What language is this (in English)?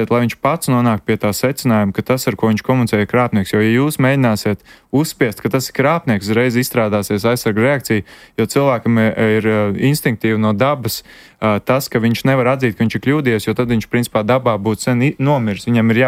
Latvian